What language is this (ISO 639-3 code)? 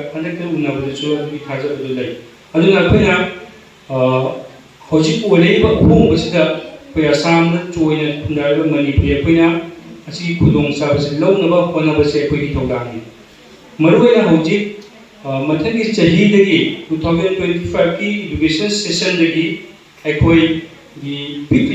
mni